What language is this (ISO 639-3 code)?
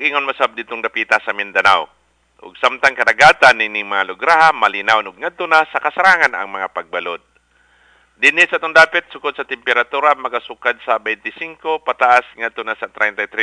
ceb